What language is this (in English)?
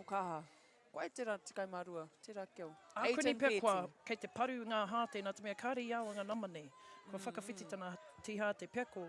Māori